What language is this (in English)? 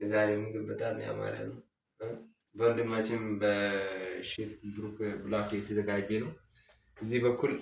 Amharic